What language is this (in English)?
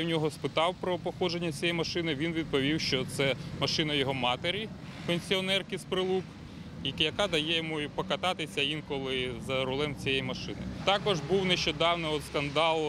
Ukrainian